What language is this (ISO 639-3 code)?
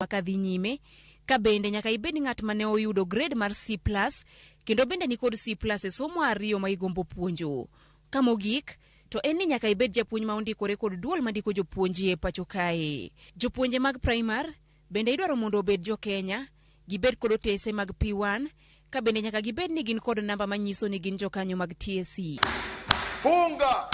luo